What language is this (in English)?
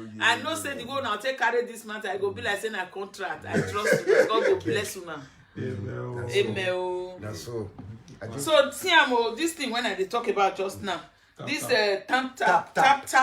Nigerian Pidgin